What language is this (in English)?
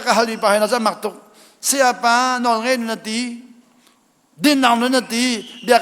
Hakha Chin